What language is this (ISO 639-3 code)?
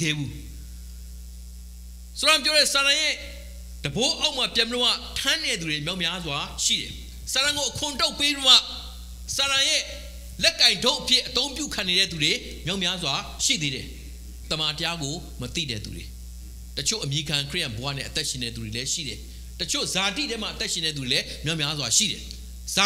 mya